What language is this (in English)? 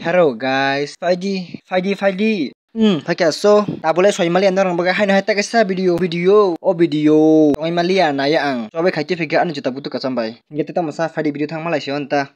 Kok Borok